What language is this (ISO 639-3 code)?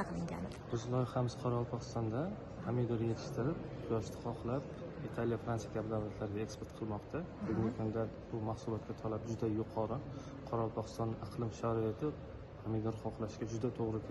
uzb